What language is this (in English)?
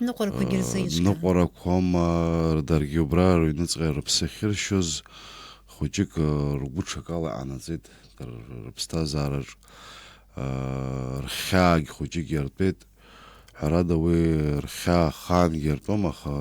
Abkhazian